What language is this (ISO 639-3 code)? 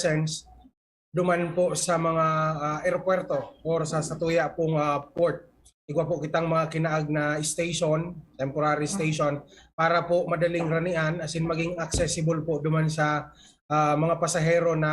bik